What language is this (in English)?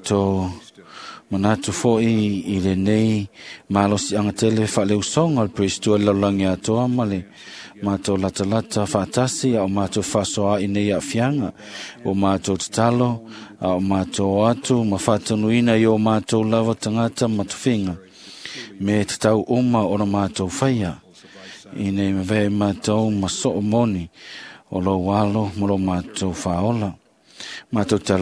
Samoan